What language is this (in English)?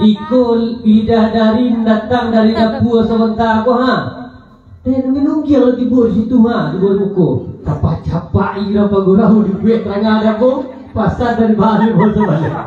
Minangkabau